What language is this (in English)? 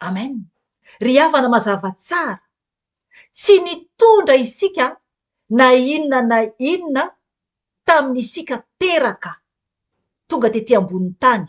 Malagasy